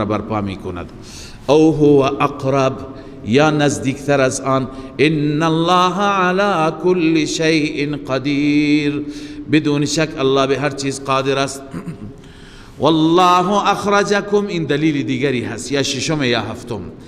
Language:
Persian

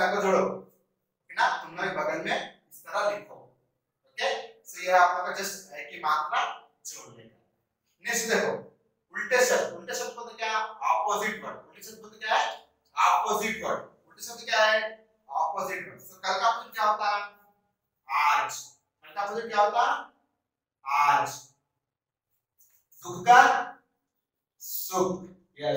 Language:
Hindi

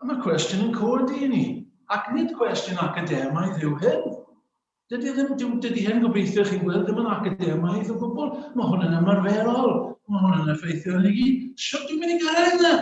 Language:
Welsh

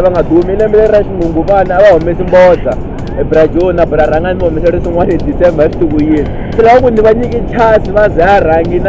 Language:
Tsonga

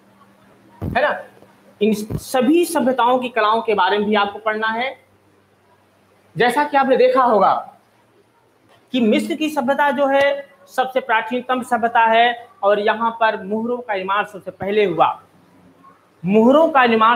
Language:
Hindi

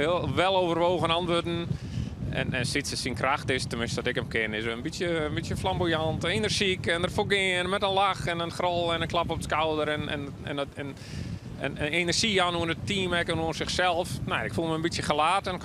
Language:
Western Frisian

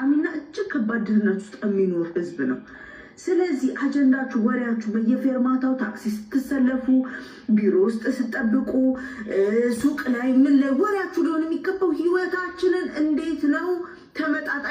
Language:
Amharic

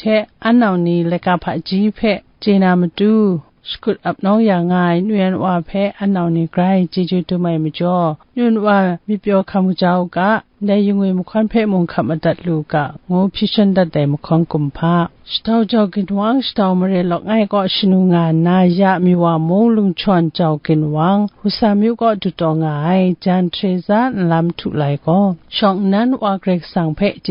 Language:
Kachin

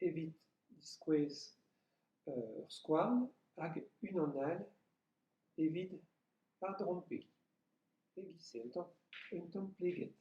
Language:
Breton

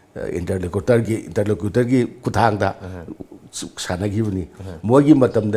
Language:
Manipuri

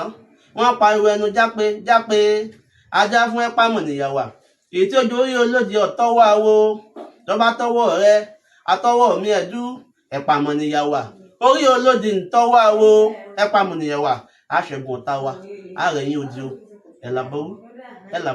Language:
Yoruba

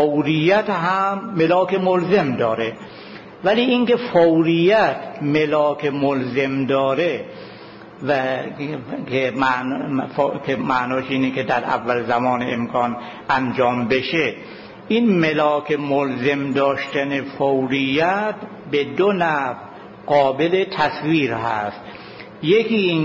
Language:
Persian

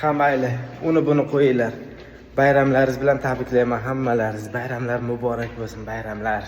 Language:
Uzbek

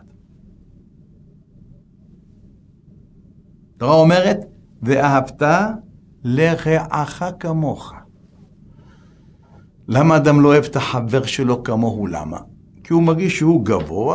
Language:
Hebrew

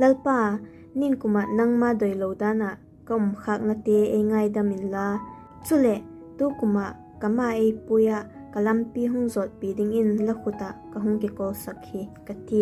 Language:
Vaiphei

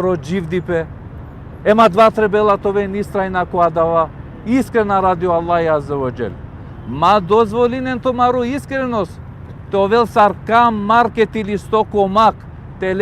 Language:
Balkan Romani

